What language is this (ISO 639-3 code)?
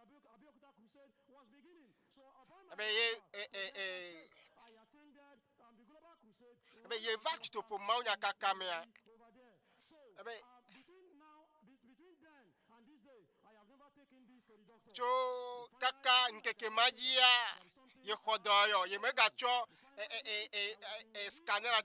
ewe